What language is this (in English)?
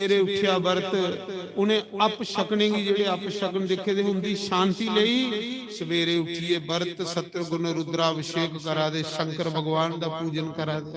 Dogri